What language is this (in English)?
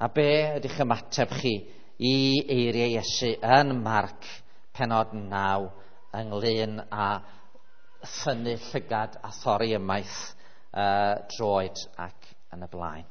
Welsh